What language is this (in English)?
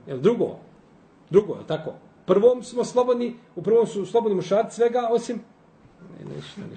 Bosnian